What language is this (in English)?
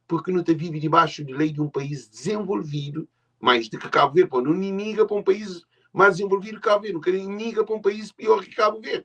Kabuverdianu